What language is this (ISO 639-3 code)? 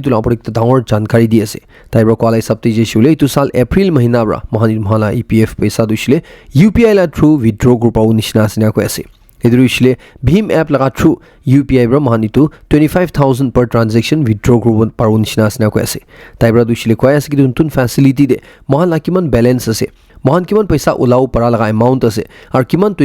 nag